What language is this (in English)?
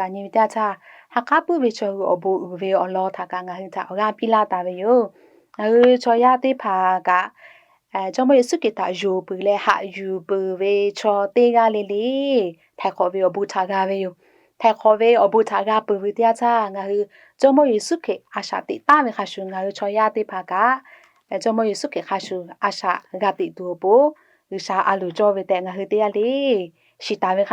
Lahu